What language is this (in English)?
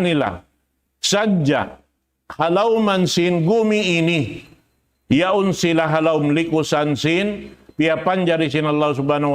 Tausug